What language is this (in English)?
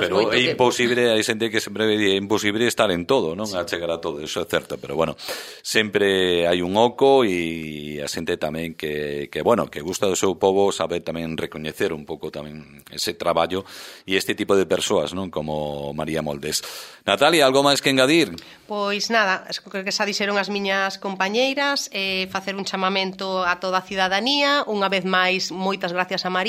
Galician